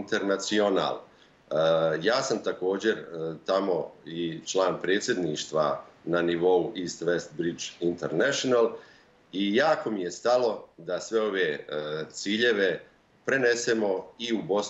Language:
Bosnian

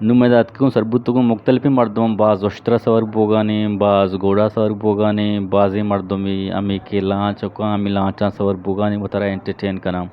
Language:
Eastern Balochi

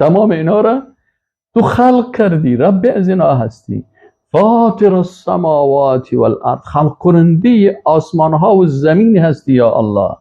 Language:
Persian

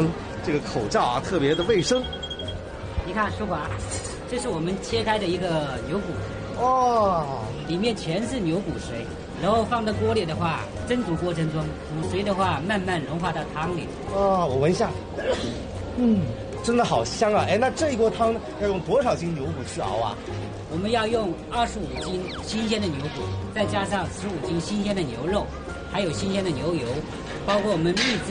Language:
Chinese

